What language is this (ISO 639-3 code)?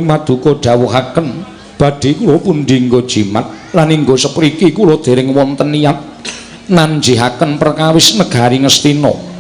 jav